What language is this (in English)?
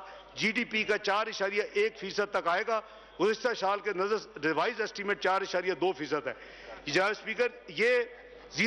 Urdu